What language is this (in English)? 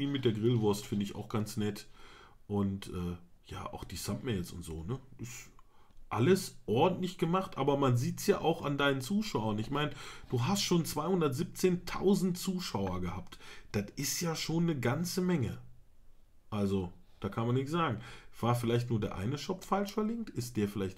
German